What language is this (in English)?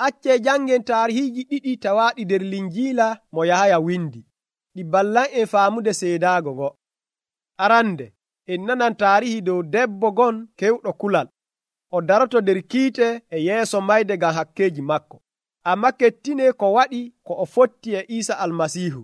Nigerian Fulfulde